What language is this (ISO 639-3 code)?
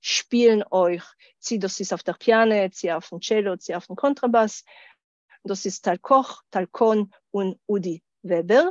yid